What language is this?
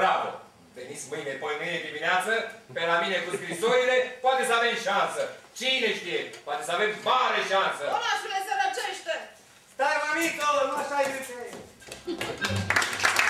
Romanian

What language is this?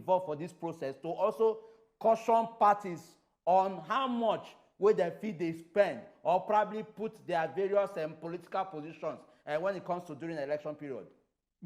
Nigerian Pidgin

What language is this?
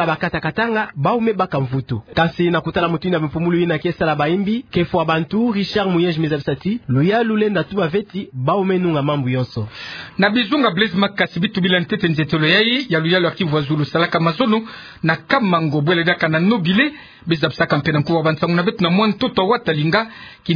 Kituba (Democratic Republic of Congo)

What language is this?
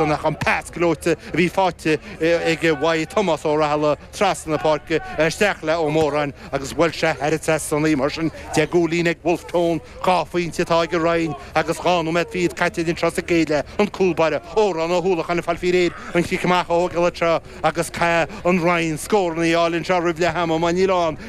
Irish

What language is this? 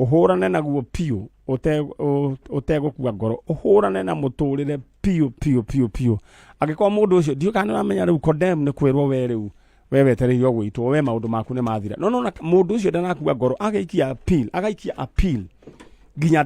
Kikuyu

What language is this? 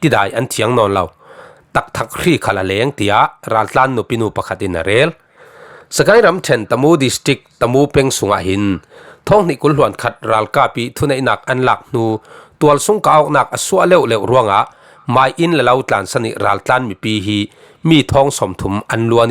Falam Chin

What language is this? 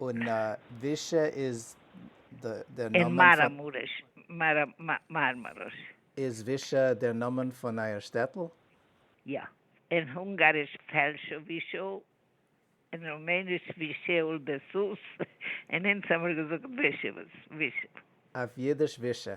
Yiddish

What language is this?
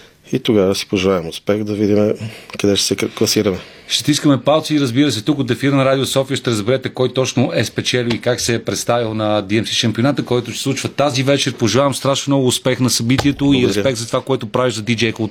Bulgarian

